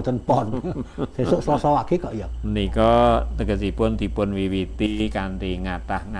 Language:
Javanese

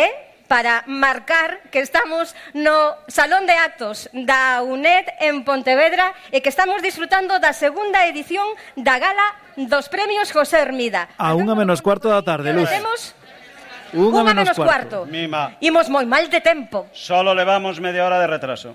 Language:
Galician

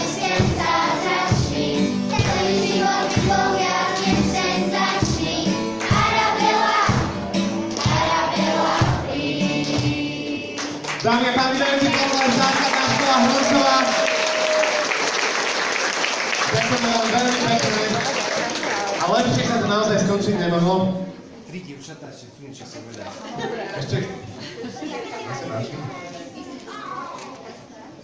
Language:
Slovak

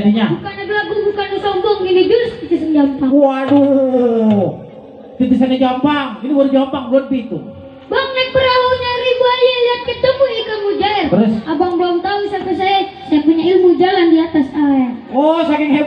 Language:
Betawi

